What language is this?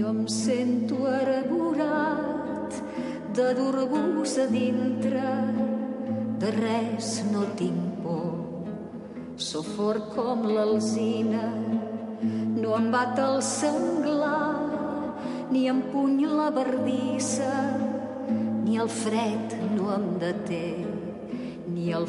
Catalan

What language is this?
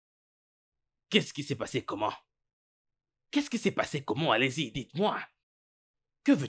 French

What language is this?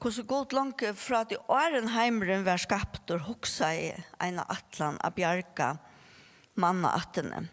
Faroese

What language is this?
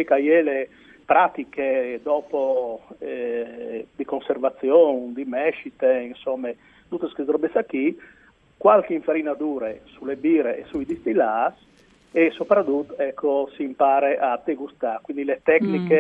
Friulian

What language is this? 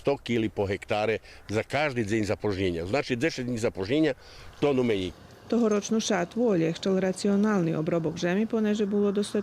Rusyn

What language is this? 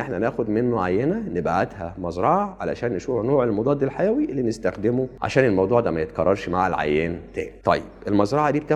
Egyptian Arabic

